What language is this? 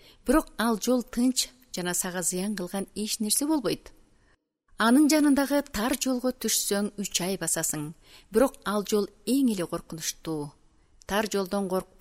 Kyrgyz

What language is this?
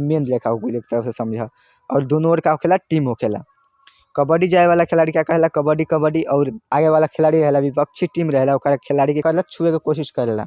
Bhojpuri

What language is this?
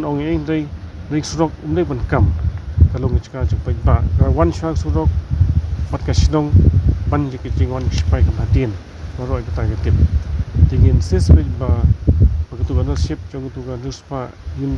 Khasi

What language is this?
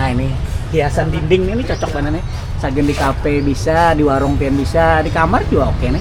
Banjar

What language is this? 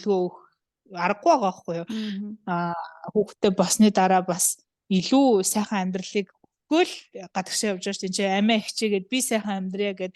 Mongolian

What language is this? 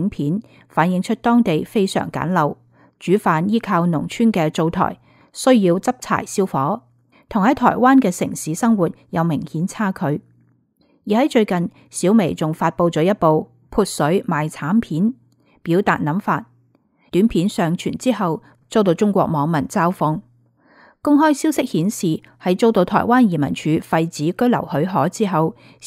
Cantonese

